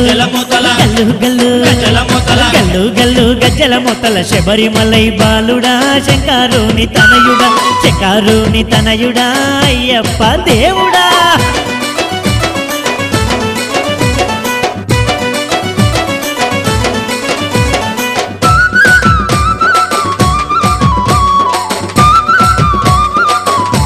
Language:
Telugu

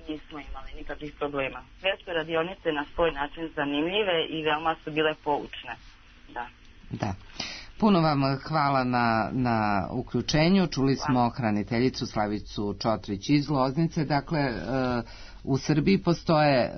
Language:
Serbian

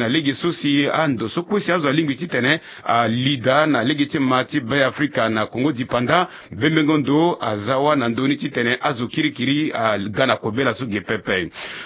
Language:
Sango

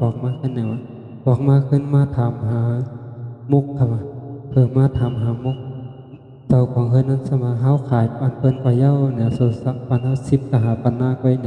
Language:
Shan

